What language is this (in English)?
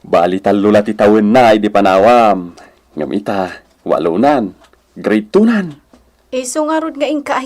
Iloko